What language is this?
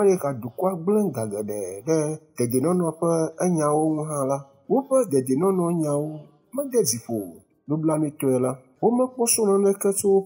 Ewe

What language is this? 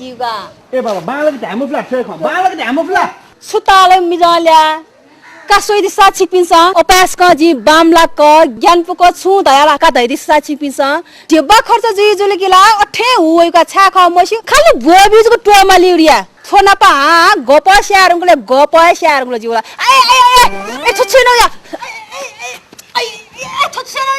Newari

